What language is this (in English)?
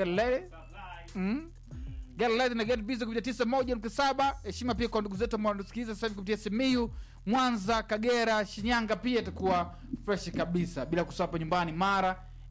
Swahili